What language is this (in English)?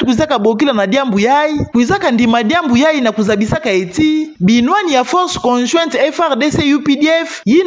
Kituba (Democratic Republic of Congo)